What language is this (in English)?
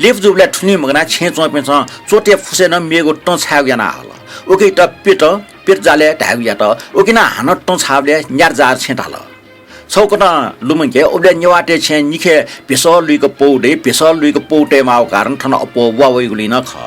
Newari